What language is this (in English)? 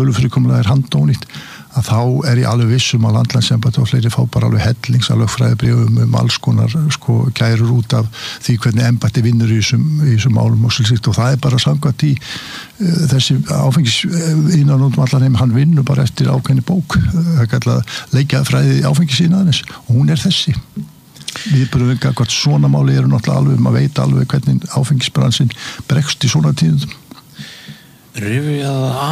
Icelandic